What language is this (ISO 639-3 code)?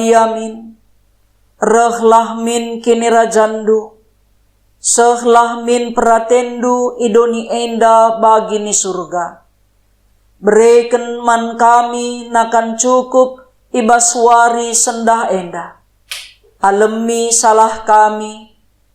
btx